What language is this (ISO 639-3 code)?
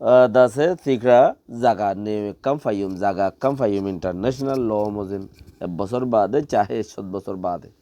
rhg